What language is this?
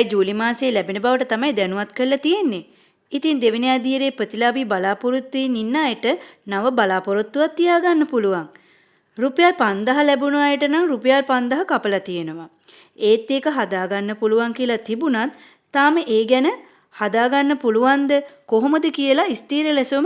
Sinhala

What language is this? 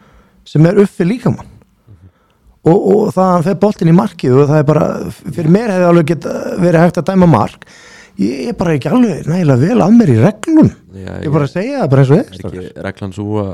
Icelandic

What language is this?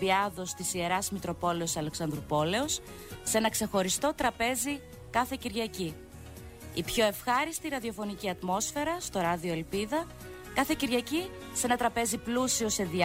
Greek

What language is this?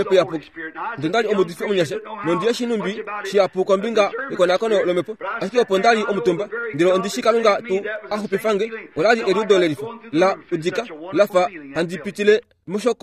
Kuanyama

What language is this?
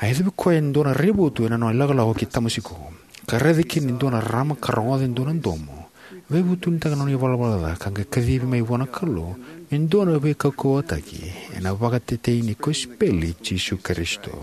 Fijian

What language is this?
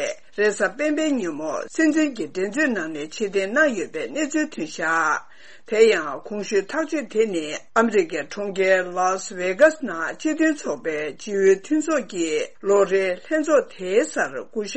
Tibetan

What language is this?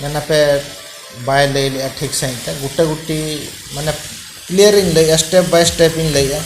Santali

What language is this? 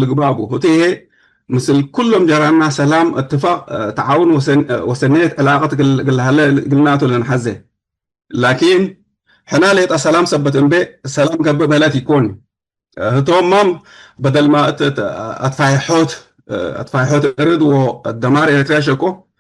Tigre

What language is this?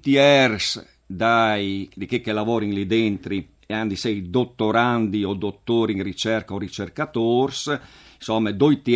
Friulian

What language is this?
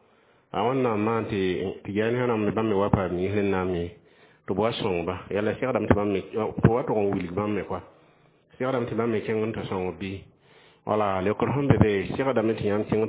Mossi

